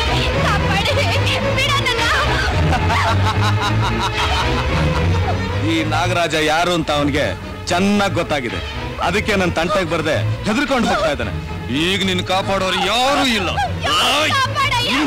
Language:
Kannada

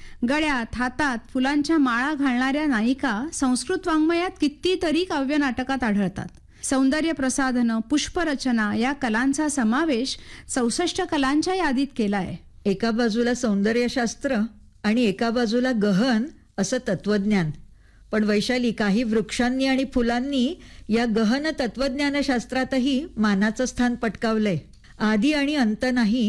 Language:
Marathi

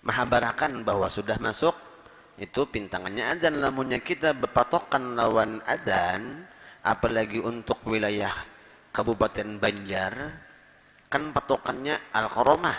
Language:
Banjar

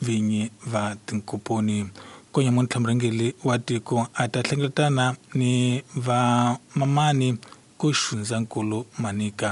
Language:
Tsonga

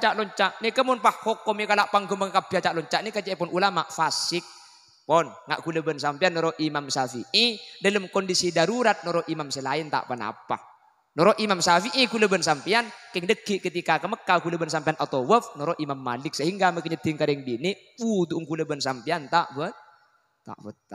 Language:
Madurese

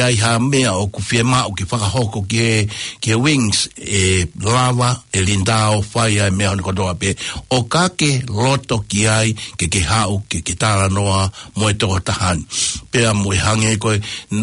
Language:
Tongan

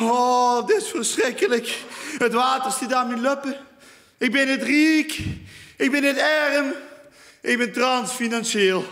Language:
Limburgish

